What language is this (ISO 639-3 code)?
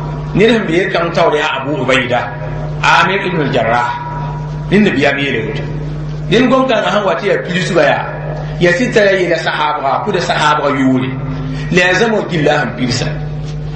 mos